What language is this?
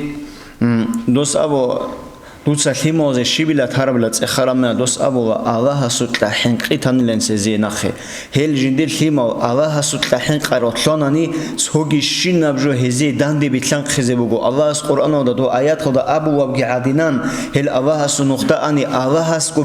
Avaric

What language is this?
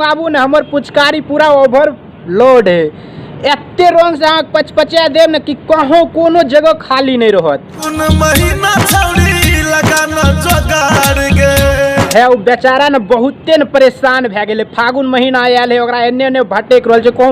Maithili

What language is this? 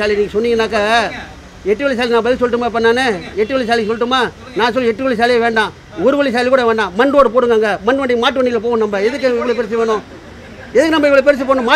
Tamil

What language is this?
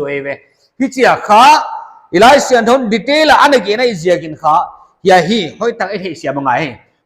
Paite Chin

